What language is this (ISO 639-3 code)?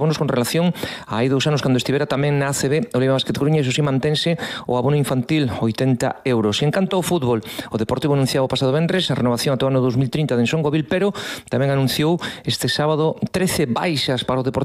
glg